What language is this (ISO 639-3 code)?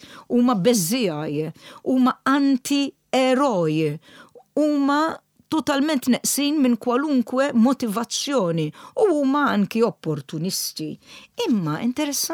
mlt